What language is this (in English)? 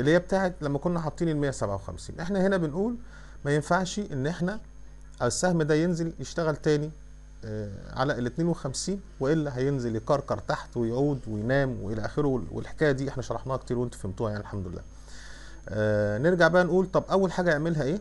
Egyptian Arabic